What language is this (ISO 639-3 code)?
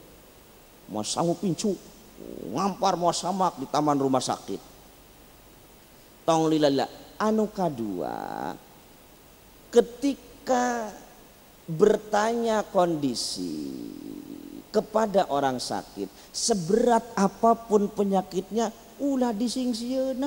sun